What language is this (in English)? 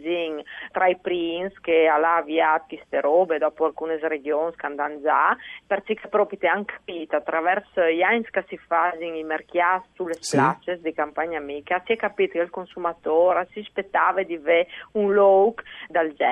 Friulian